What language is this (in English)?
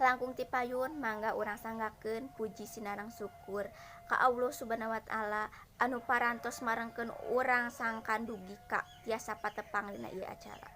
Sundanese